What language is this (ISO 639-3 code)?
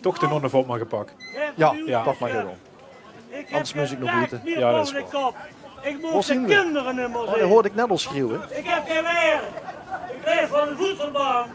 lim